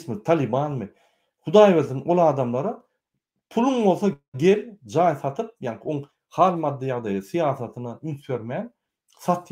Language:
Turkmen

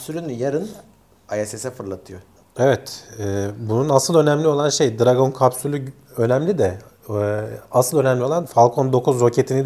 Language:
Turkish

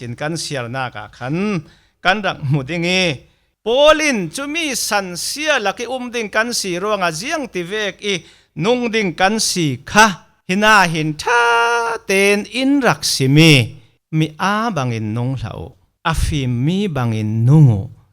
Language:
Falam Chin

